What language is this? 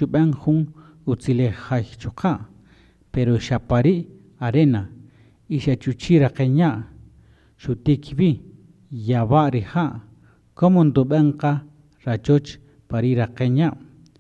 Kaqchikel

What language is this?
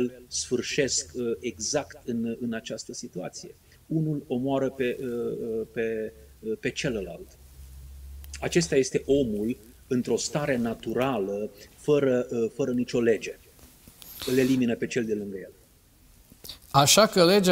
Romanian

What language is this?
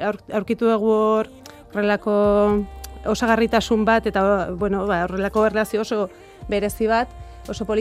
Basque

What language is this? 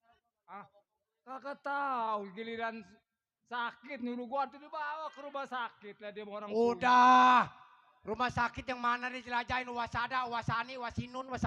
Betawi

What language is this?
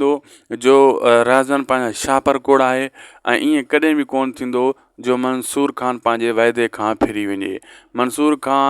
Sindhi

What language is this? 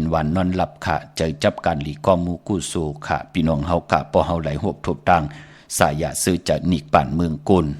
Shan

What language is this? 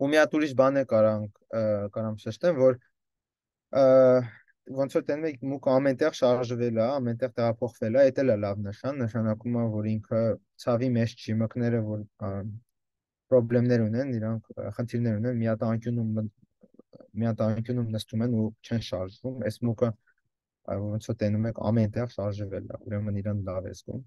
Armenian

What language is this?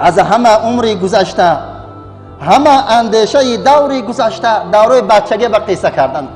Tajik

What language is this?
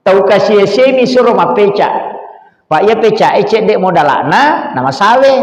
Buginese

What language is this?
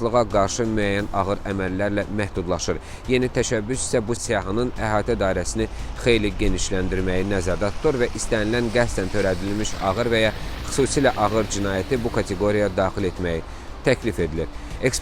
Azerbaijani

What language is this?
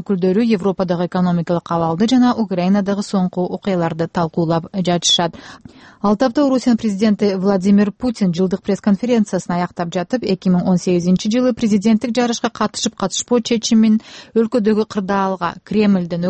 Kyrgyz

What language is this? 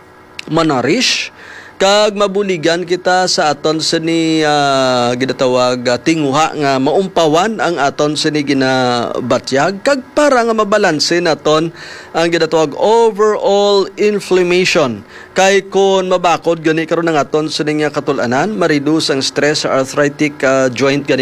Hiligaynon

